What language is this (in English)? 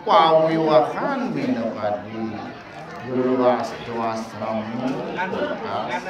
Balinese